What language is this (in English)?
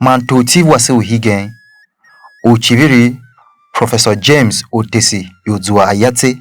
Tiv